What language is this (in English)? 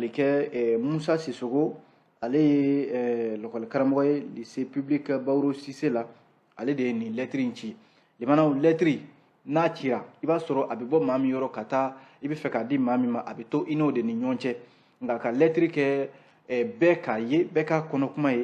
Bambara